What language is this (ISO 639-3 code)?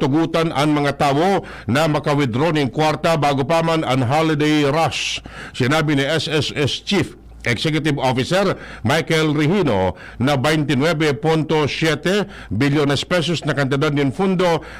bik